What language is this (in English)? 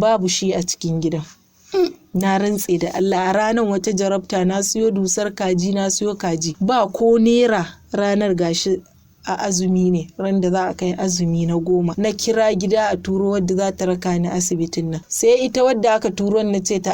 Hausa